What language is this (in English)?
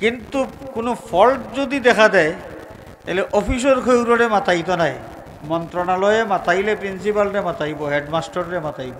Sylheti